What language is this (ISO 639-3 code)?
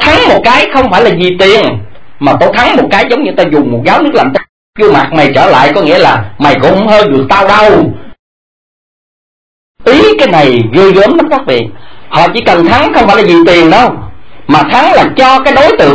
vie